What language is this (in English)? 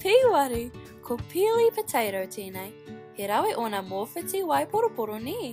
Māori